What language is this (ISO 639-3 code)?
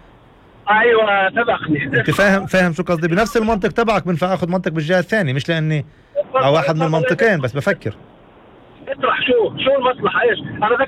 apc